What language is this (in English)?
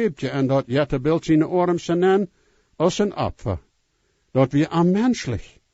Plautdietsch